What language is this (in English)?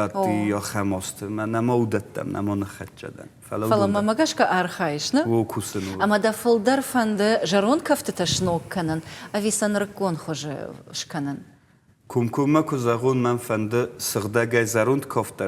Ossetic